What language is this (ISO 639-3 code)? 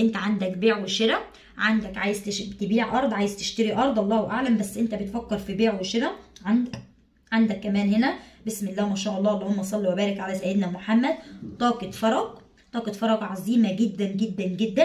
arz